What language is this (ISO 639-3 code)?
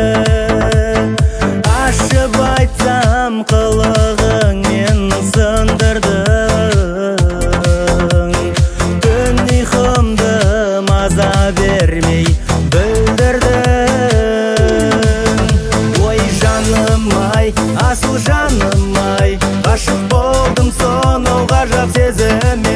kaz